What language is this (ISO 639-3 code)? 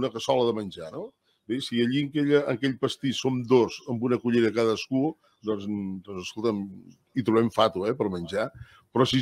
cat